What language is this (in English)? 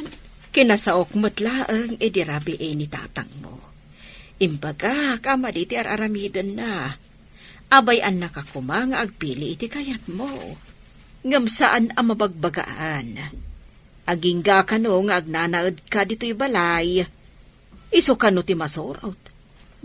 Iloko